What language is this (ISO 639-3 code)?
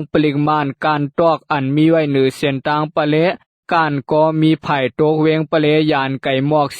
shn